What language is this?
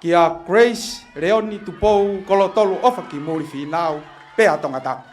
Tongan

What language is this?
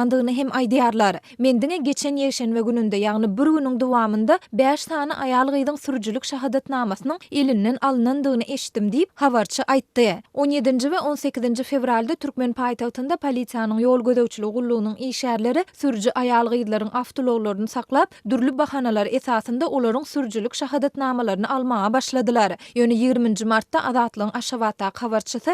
Turkmen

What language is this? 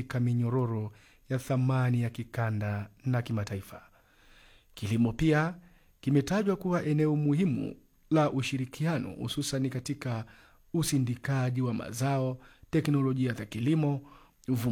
Swahili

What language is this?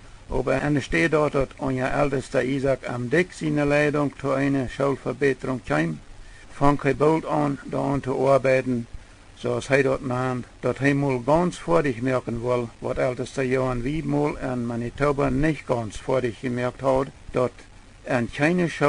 Plautdietsch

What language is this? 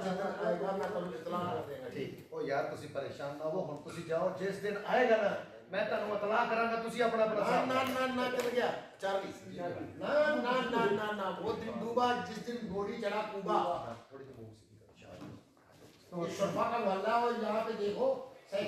Punjabi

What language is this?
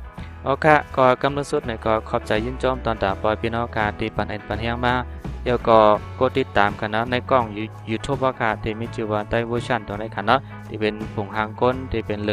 Shan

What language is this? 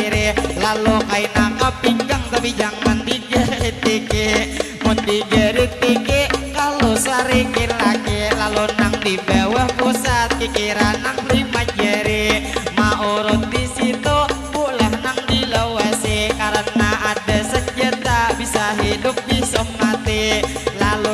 Banjar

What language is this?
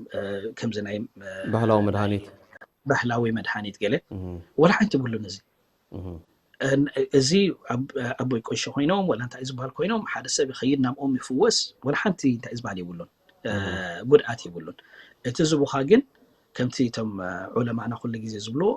Tigrinya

